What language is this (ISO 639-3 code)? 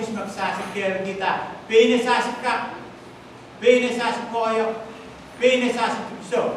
pon